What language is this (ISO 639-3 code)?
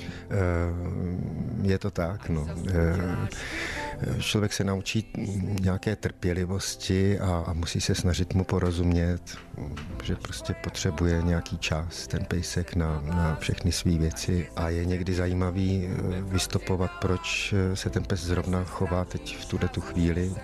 ces